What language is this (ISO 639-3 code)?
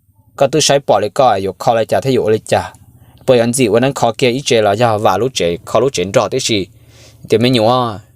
hmn